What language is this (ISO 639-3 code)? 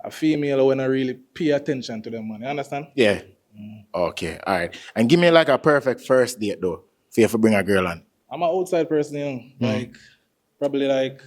jam